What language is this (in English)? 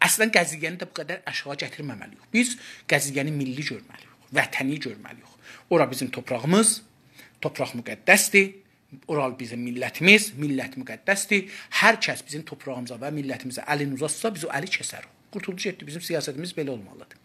South Azerbaijani